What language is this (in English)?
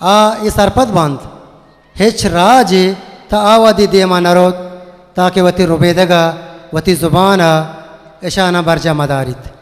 Eastern Balochi